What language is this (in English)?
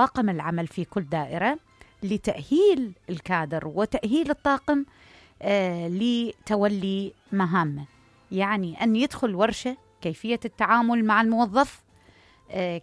Mesopotamian Arabic